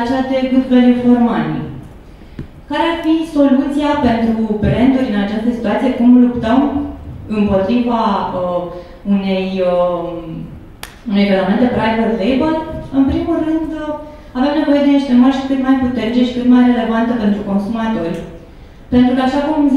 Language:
Romanian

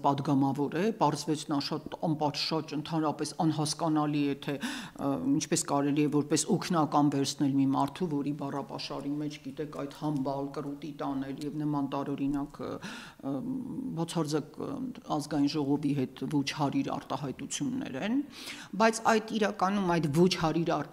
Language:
Armenian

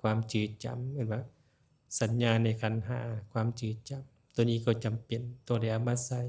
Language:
Lao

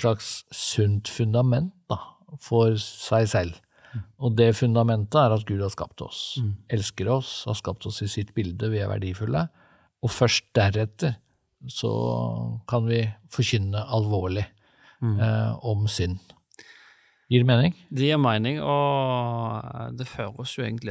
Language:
Norwegian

